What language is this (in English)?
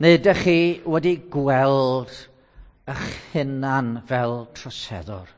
Welsh